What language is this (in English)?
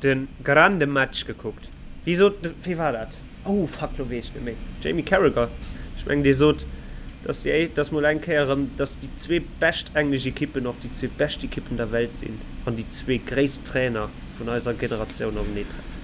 Luxembourgish